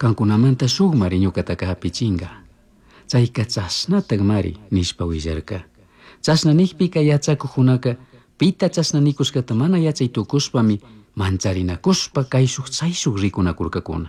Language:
Chimborazo Highland Quichua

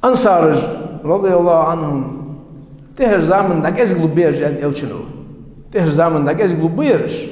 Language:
Ingush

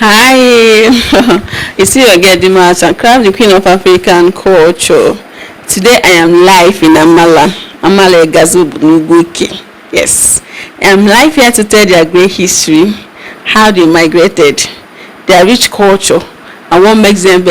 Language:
Igbo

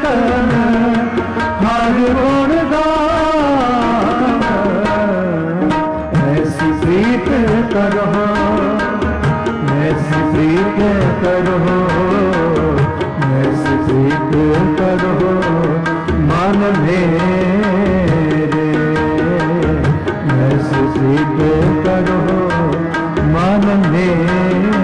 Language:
Punjabi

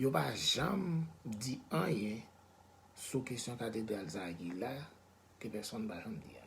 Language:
Haitian Creole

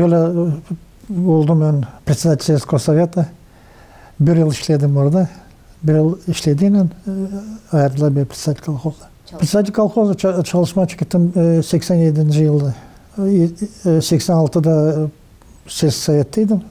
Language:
Gagauz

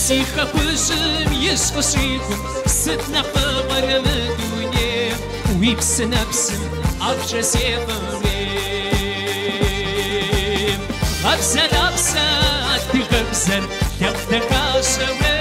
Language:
Kabardian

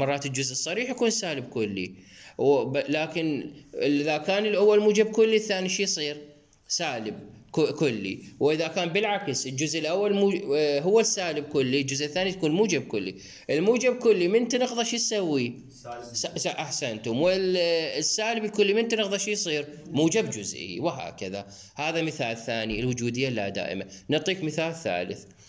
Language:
Mesopotamian Arabic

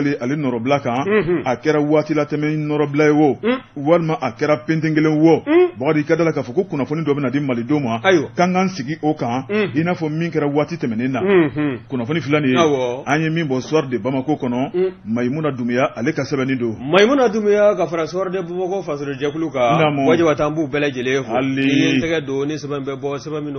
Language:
Bambara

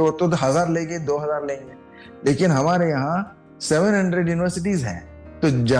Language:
Hindi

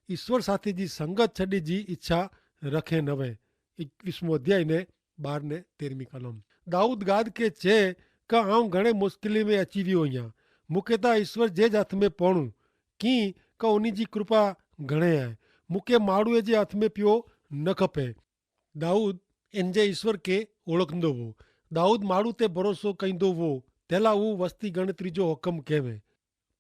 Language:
Kachhi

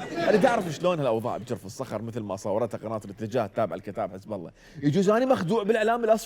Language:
Mesopotamian Arabic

